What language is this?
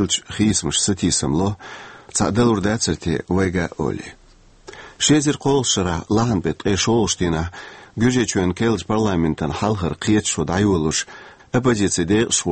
Chechen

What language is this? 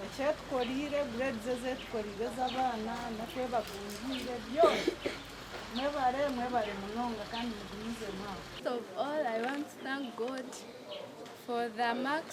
Nyankole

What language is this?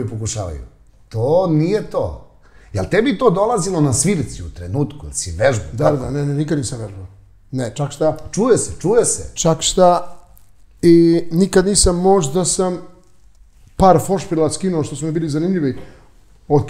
Serbian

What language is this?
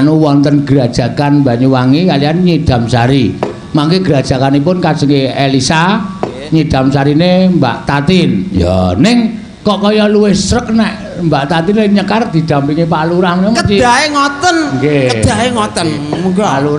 Javanese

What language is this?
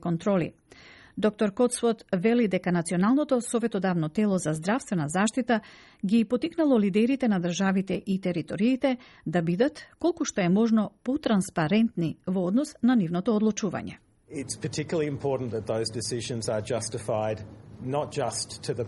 Macedonian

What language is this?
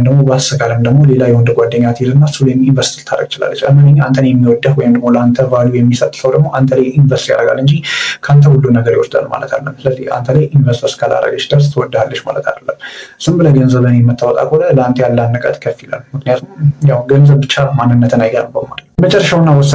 Amharic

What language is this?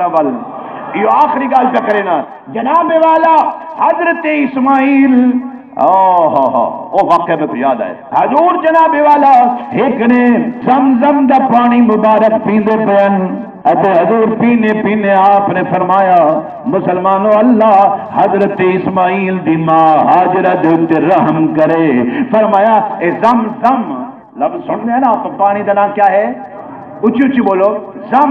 Saraiki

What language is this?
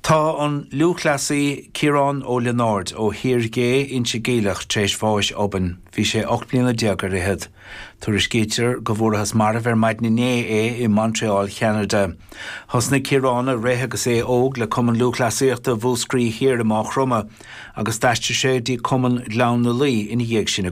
Irish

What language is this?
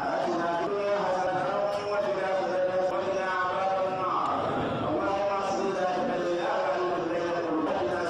Fula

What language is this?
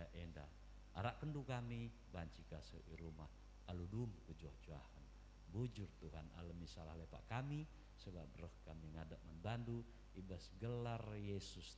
Batak Karo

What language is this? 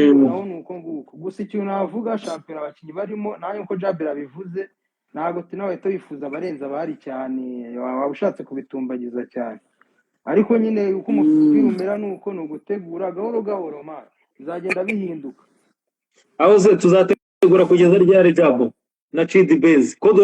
Kinyarwanda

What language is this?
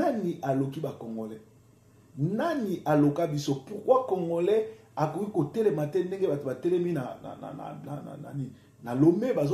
Lingala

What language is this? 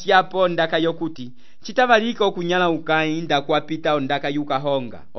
Umbundu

